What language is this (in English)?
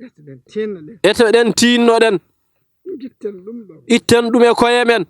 Fula